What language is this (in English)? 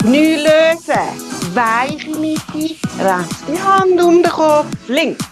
Swiss German